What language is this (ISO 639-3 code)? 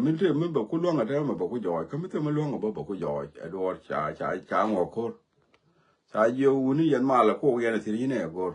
nus